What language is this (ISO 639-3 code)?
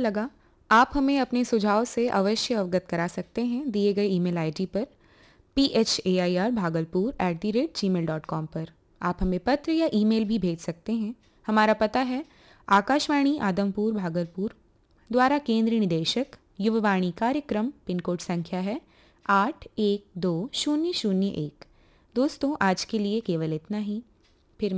hin